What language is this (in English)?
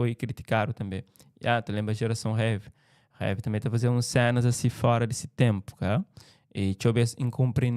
Kabuverdianu